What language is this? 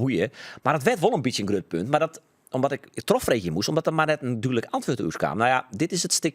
Western Frisian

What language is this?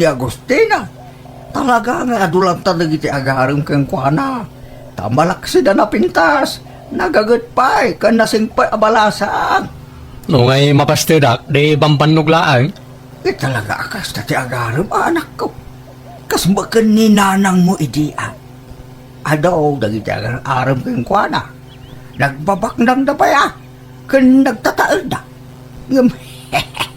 Iloko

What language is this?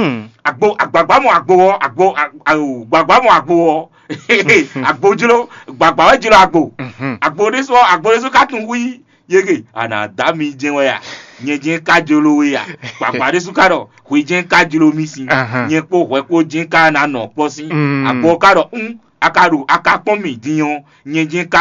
Fon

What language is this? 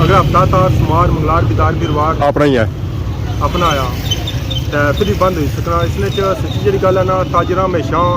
Pahari-Potwari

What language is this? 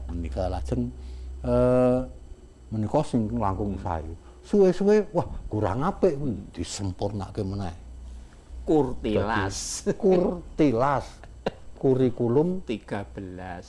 Javanese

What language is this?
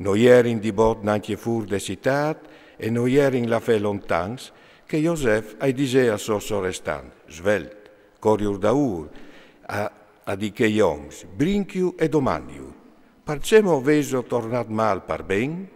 Friulian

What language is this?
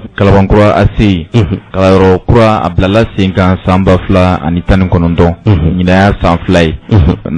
Bambara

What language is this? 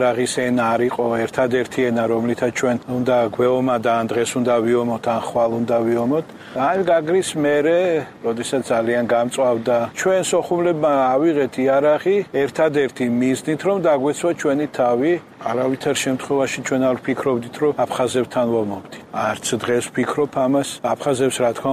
Georgian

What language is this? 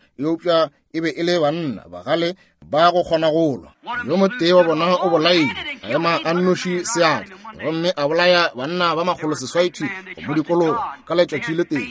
Northern Sotho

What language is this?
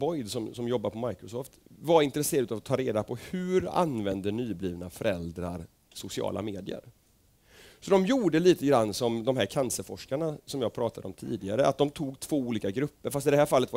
Swedish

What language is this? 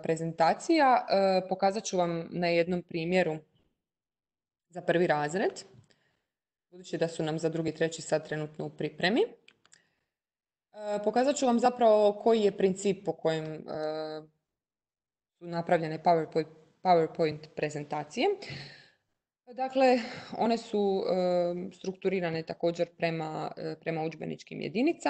Croatian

